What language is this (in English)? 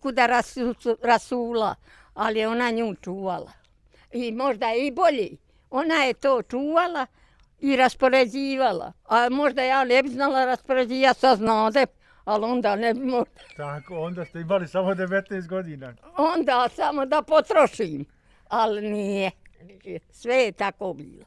Bosnian